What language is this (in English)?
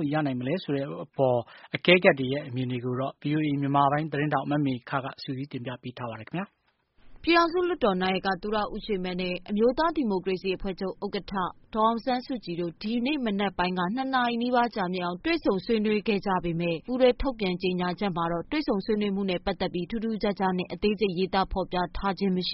Burmese